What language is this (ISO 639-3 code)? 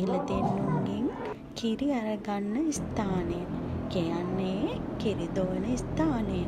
sin